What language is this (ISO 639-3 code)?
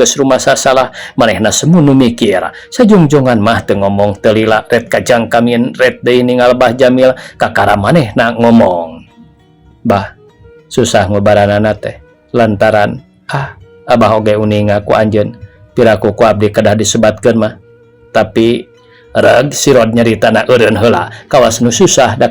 sun